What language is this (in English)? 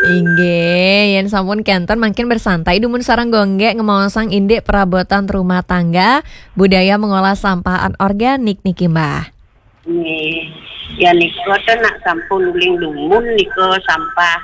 Balinese